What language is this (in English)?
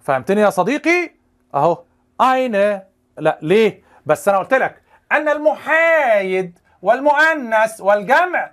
Egyptian Arabic